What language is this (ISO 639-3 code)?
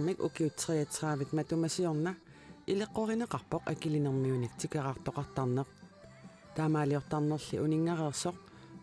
kal